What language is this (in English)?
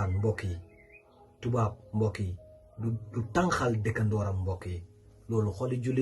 Wolof